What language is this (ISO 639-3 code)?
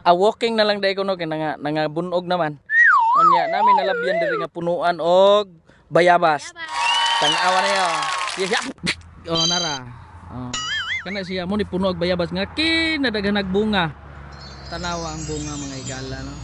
ceb